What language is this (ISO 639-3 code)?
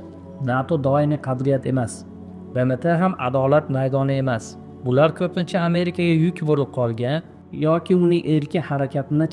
uzb